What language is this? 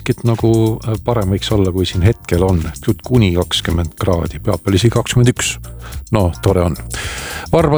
Estonian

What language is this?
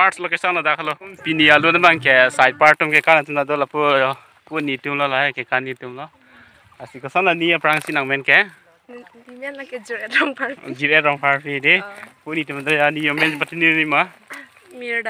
Karbi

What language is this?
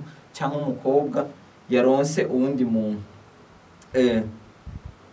Rundi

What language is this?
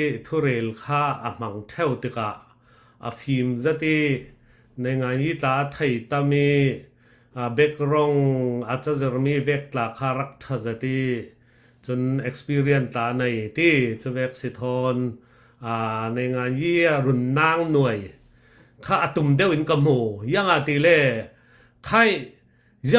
Falam Chin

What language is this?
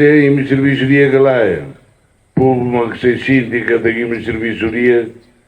Tetum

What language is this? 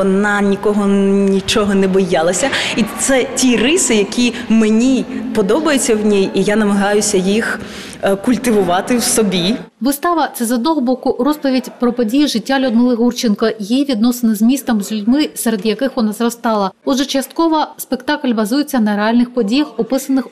Ukrainian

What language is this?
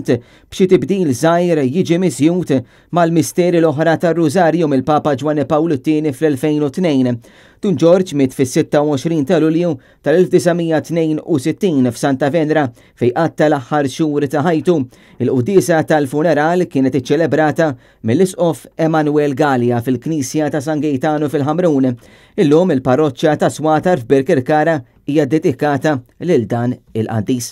Maltese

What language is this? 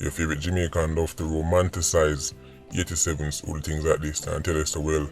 Jamaican Creole English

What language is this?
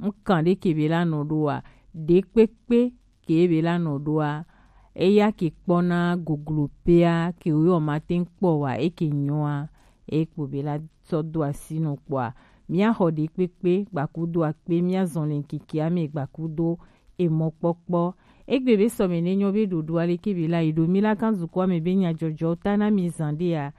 Gen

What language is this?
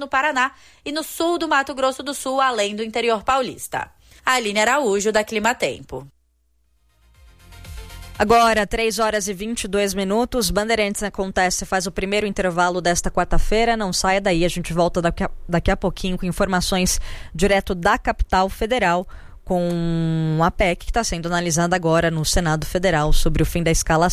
Portuguese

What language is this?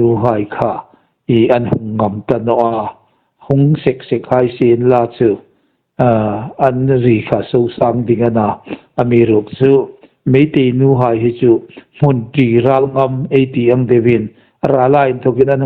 Hmar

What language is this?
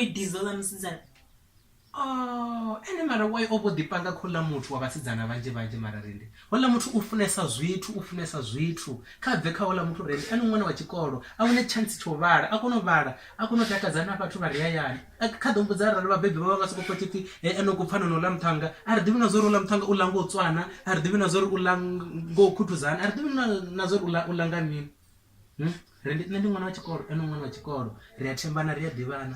Venda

